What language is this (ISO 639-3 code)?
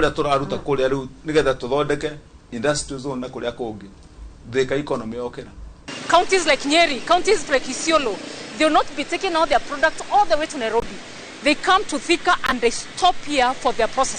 kik